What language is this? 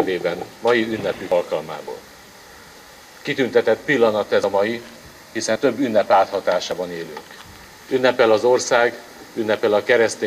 Hungarian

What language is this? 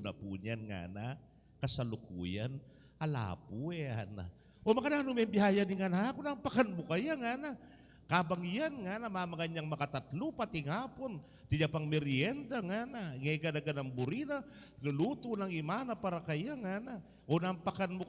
Pampanga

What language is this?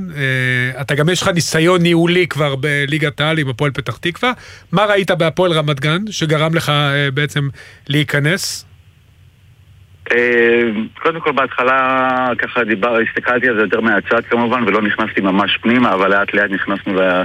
Hebrew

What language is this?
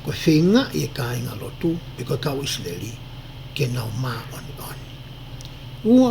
Tongan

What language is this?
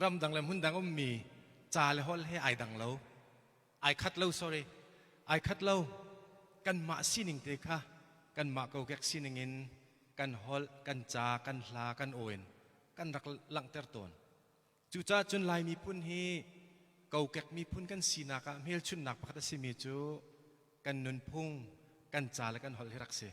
Hakha Chin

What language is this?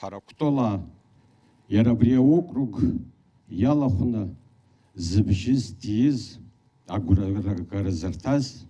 Abkhazian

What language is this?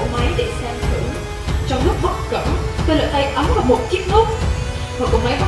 Vietnamese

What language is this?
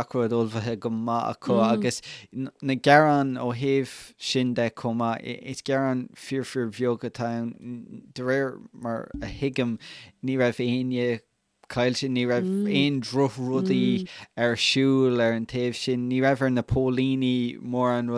Irish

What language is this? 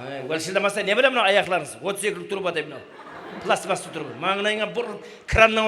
Kara-Kalpak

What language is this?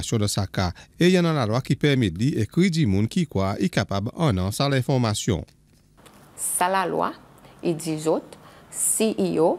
Seselwa Creole French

